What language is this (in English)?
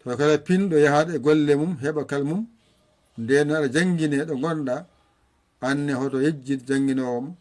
Fula